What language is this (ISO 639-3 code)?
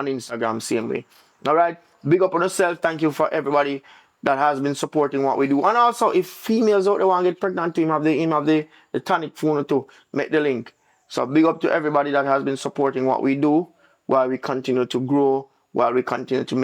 jam